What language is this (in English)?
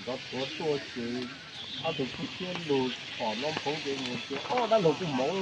Hmong